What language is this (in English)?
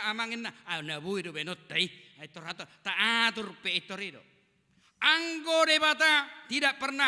Batak Toba